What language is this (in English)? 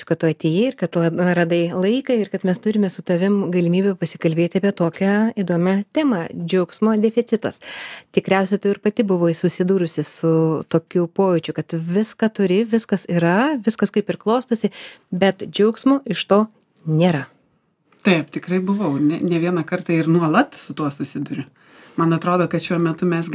Lithuanian